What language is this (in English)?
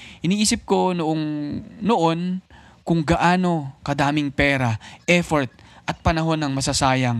Filipino